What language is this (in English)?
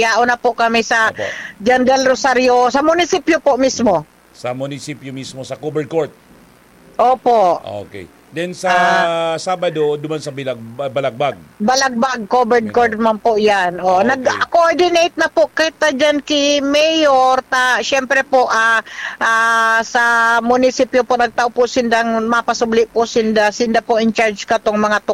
Bikol